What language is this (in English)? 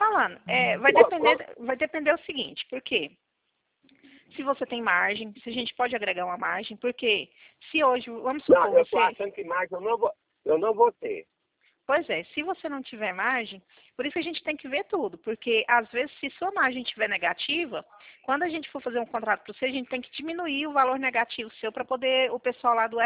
Portuguese